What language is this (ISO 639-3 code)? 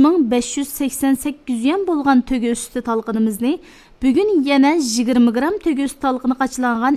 uig